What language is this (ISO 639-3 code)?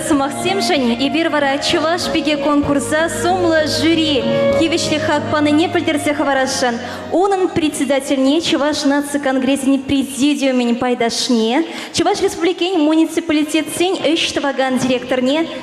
chv